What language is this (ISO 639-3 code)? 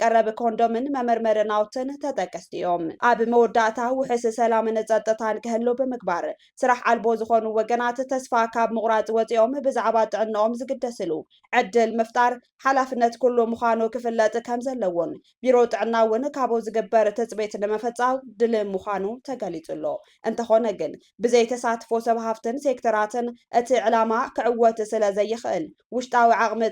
tir